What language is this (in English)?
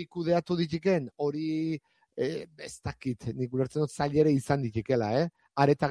Basque